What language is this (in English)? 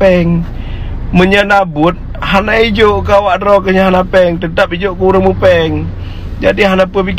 Achinese